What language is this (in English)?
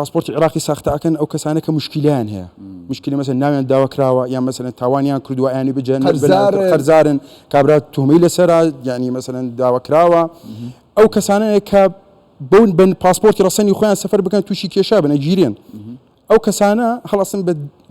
Central Kurdish